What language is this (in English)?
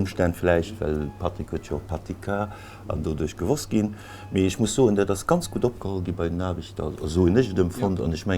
Luxembourgish